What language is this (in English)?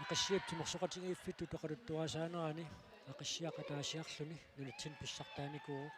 Kalaallisut